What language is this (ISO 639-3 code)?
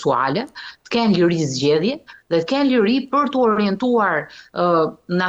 sqi